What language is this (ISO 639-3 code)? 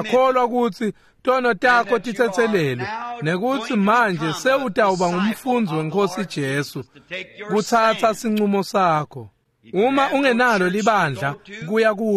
ssw